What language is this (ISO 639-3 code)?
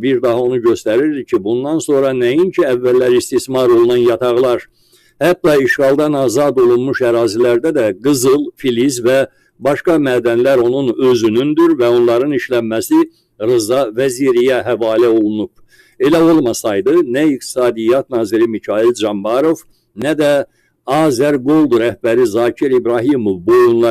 aze